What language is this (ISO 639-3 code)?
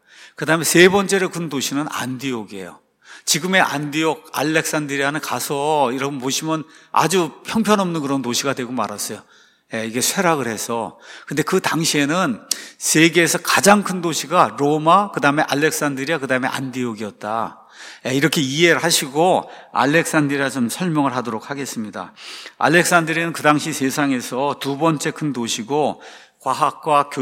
kor